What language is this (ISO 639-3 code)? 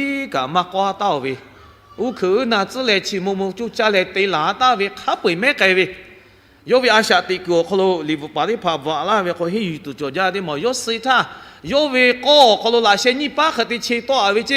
lhu